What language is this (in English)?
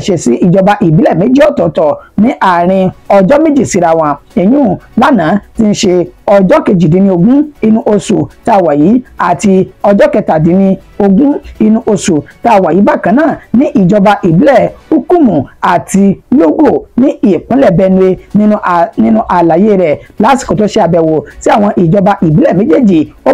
Yoruba